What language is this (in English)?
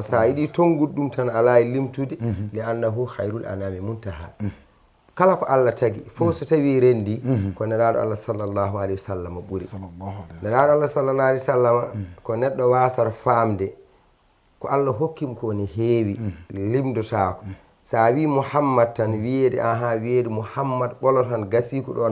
Fula